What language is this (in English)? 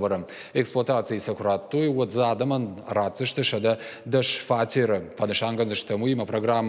Ossetic